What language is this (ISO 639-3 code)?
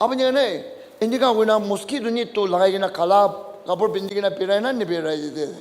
nag